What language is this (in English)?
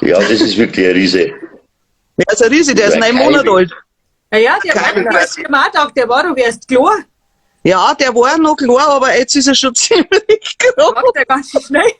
Bavarian